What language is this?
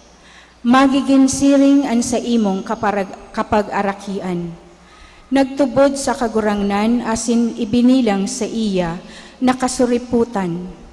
Bikol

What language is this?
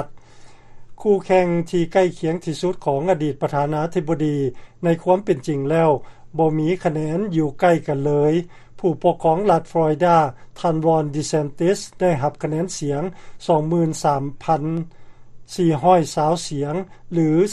Lao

